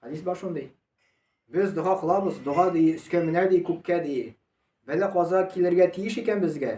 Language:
Tatar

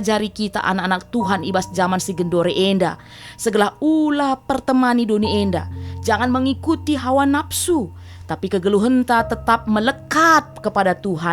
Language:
Batak Karo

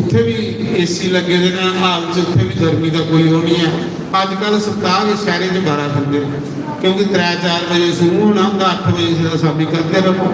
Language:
Dogri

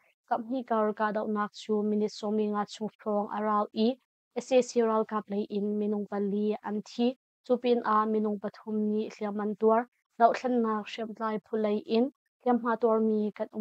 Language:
Hakha Chin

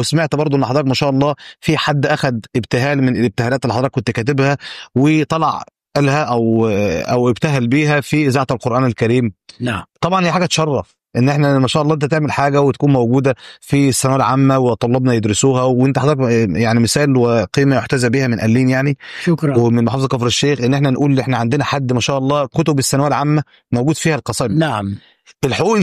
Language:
Egyptian Arabic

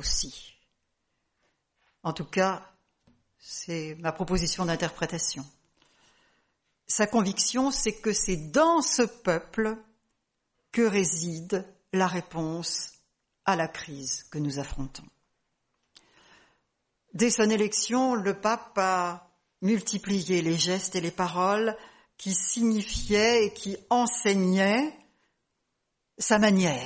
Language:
French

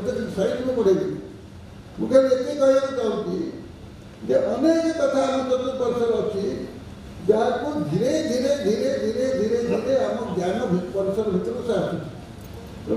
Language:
Odia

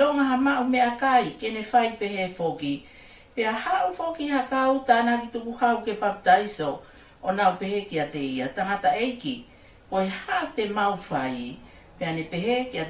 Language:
Tongan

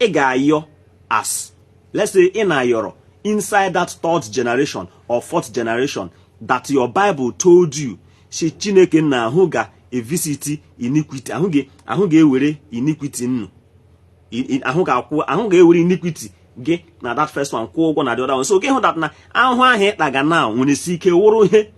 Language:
Igbo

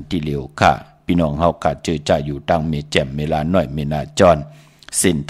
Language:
Shan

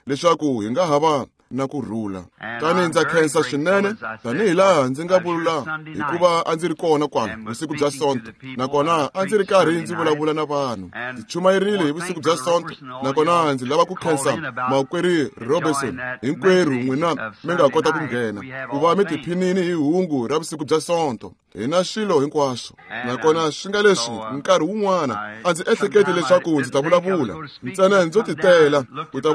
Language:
Tsonga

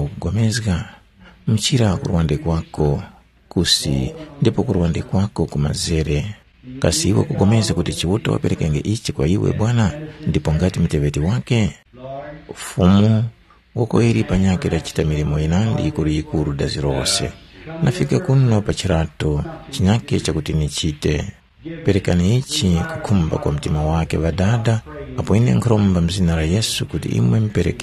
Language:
Tumbuka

